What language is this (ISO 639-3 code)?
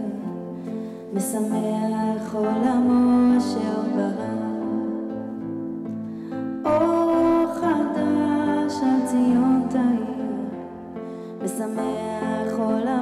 heb